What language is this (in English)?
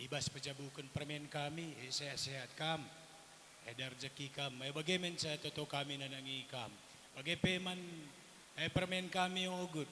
Batak Karo